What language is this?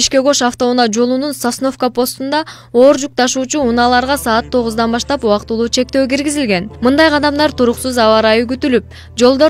Kyrgyz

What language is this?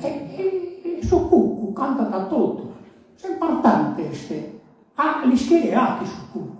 Sardinian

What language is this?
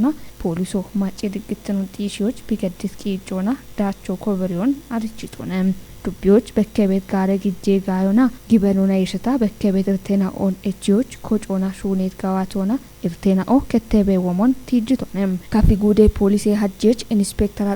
Kafa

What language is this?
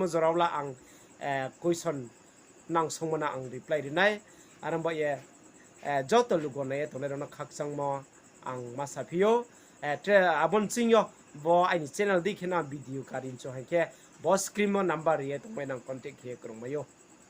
Riang (India)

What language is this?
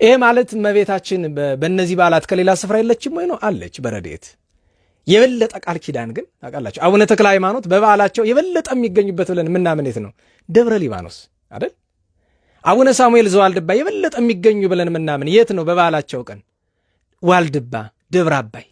Amharic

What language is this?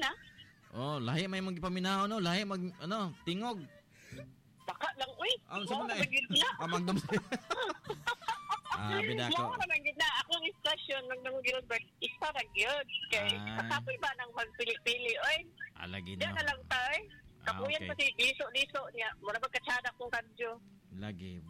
Cebuano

